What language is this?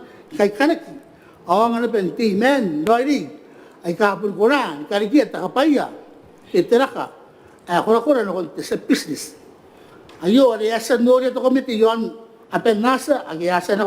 Gilbertese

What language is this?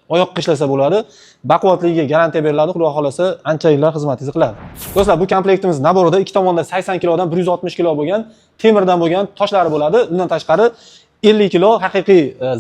Uzbek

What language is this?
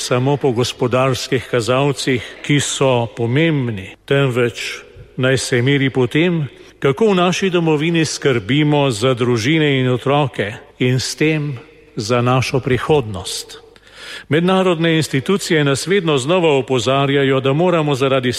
Slovenian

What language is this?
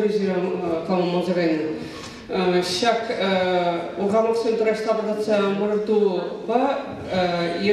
Chuvash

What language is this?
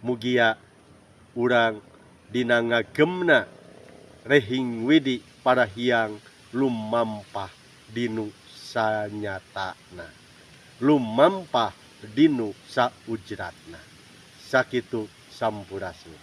Sundanese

